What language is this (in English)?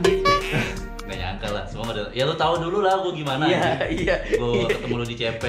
Indonesian